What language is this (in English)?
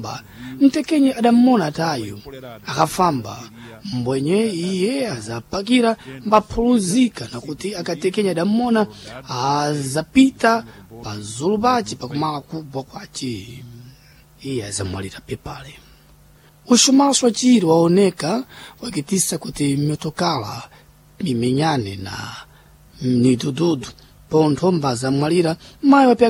Sena